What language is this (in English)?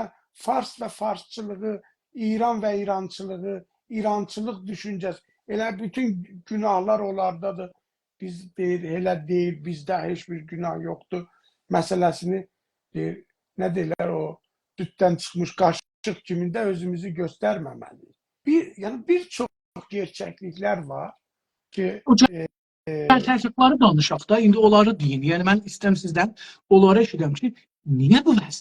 South Azerbaijani